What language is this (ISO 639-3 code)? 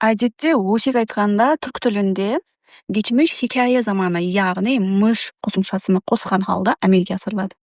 kaa